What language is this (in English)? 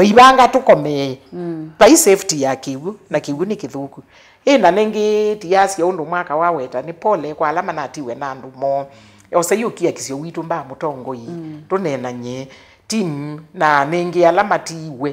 Kamba